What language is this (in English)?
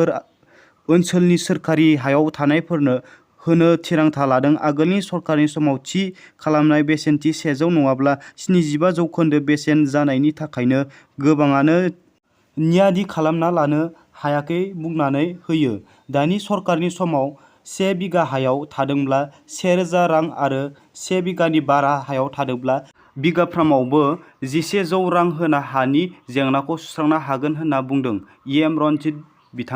Bodo